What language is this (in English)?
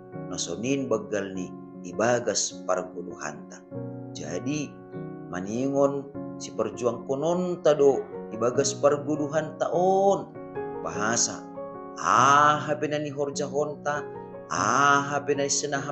Batak Simalungun